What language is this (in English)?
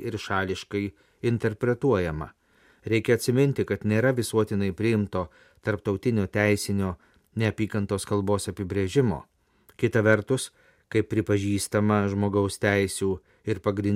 Lithuanian